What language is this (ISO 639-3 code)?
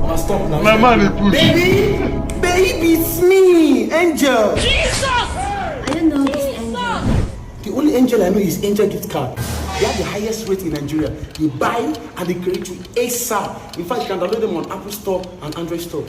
pcm